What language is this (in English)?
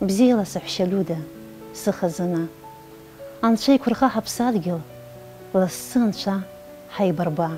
Abkhazian